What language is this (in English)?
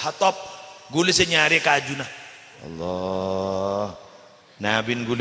Madurese